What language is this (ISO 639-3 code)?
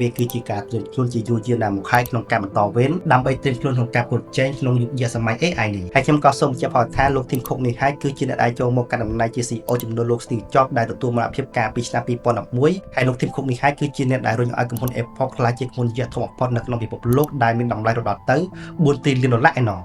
khm